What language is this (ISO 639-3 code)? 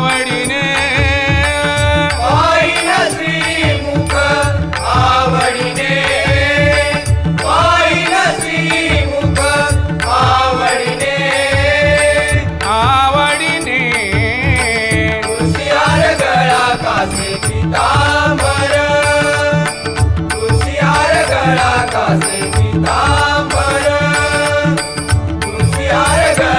mar